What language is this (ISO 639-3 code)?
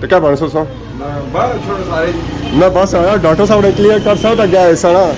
phr